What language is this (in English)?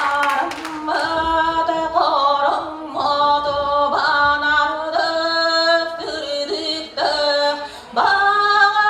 Yakut